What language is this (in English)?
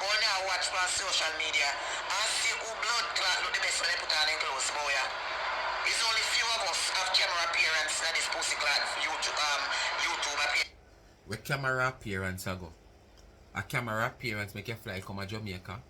Jamaican Creole English